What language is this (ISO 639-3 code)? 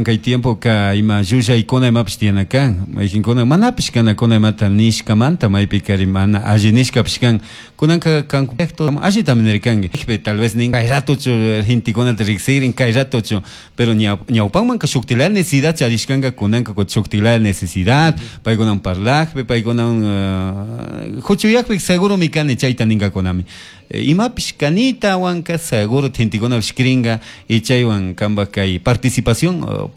qug